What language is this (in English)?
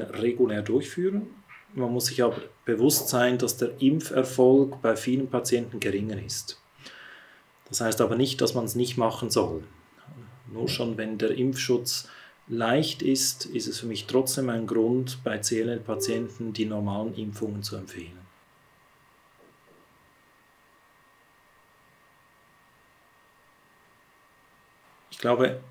German